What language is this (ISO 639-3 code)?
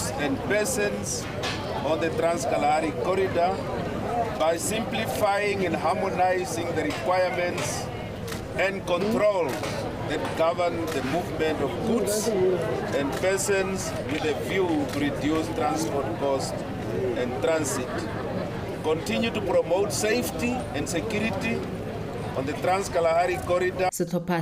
tsn